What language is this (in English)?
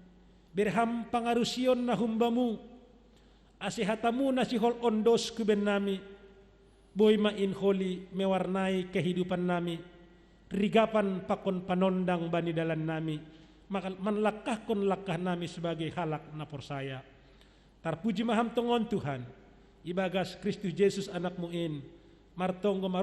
Batak Simalungun